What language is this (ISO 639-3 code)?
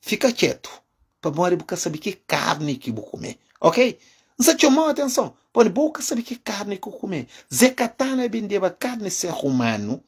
kea